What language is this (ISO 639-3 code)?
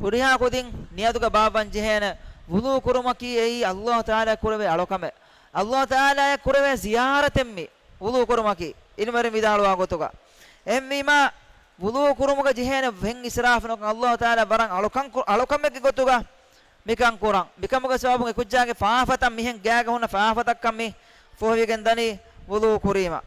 div